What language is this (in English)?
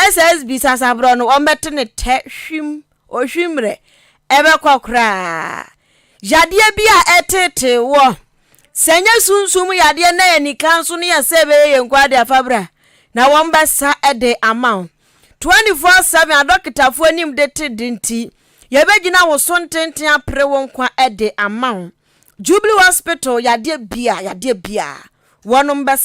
Akan